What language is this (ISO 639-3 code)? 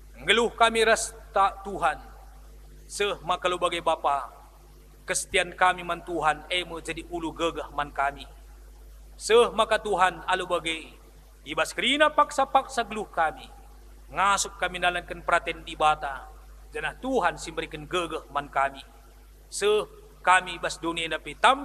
btx